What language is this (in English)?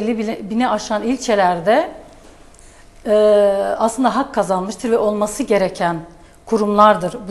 Turkish